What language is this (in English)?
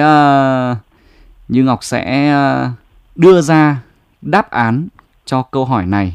Vietnamese